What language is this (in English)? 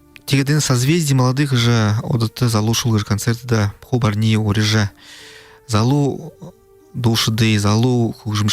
Buriat